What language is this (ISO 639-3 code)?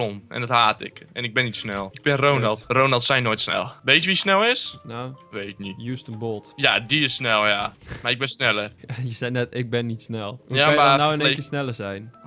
nld